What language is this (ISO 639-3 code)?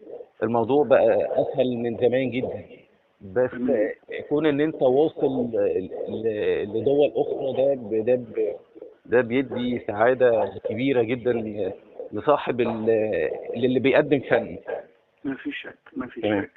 arz